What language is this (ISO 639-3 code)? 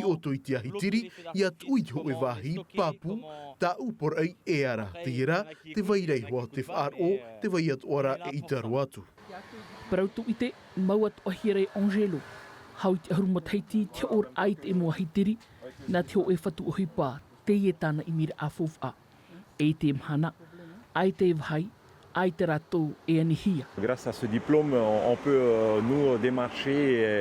tah